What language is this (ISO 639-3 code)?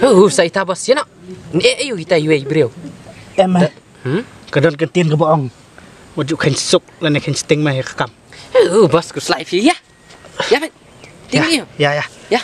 kha